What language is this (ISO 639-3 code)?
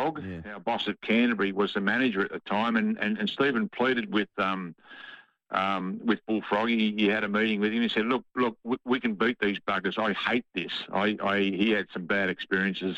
eng